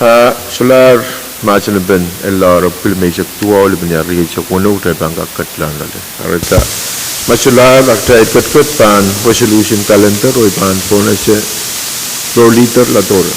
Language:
Pohnpeian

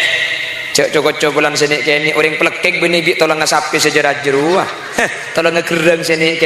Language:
Madurese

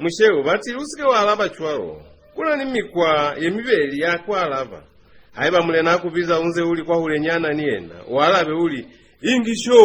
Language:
Lozi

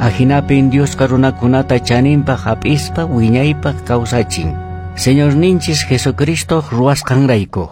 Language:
Quechua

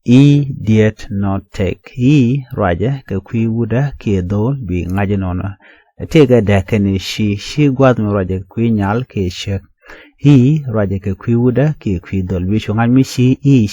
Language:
Nuer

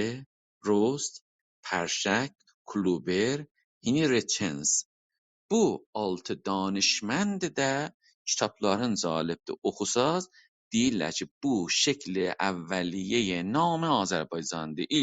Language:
South Azerbaijani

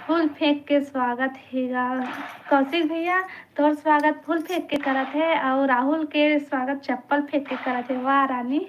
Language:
Chhattisgarhi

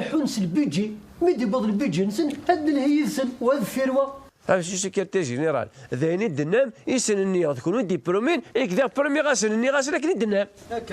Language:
Kabyle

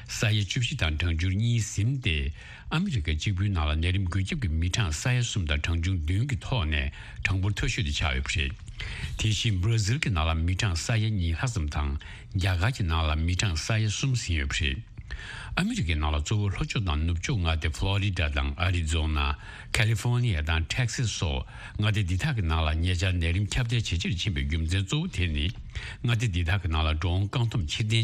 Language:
Tibetan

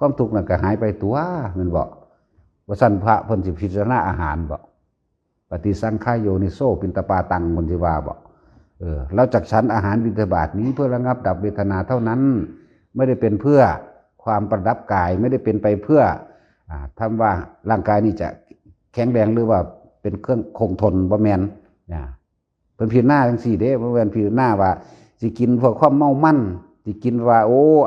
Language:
Northeastern Thai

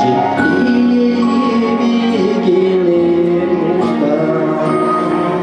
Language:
Yakut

